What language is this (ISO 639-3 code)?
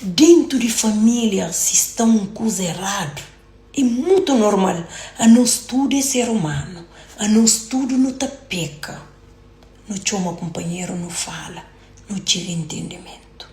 kea